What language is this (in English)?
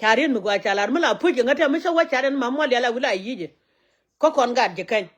Nuer